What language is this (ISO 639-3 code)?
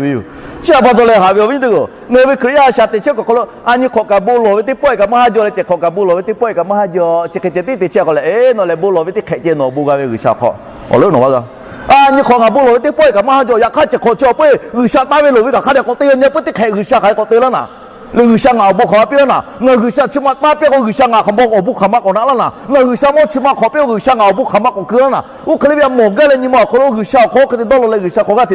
lhu